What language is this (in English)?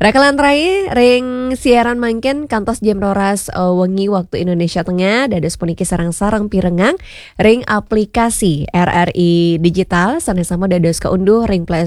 Balinese